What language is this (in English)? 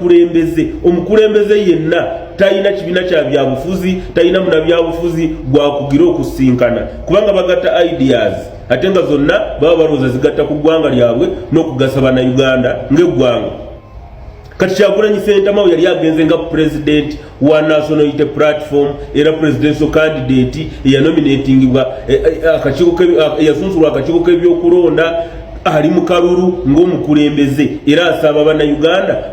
Ganda